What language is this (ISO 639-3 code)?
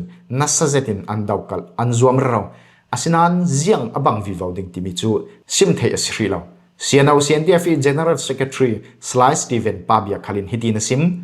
cfm